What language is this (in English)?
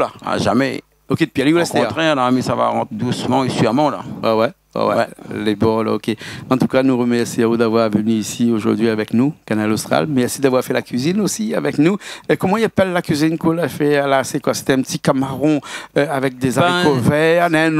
Réunion Creole French